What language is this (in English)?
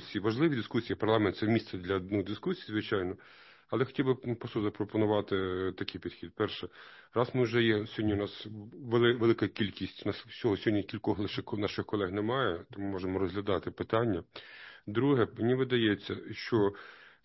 Ukrainian